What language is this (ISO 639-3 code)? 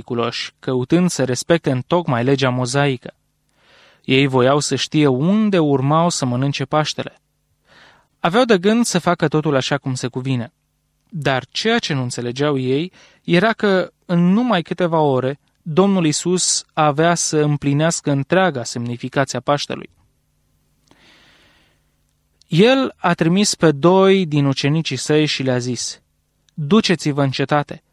ron